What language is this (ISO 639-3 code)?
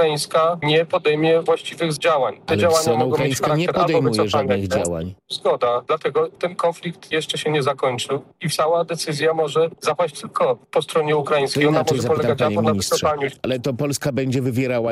pol